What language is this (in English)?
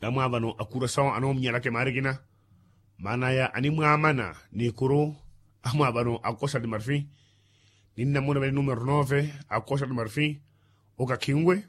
Makhuwa